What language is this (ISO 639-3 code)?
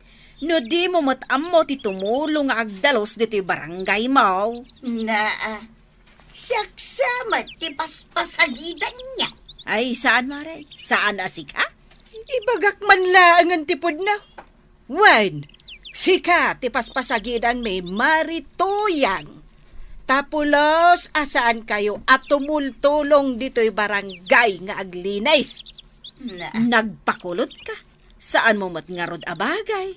ilo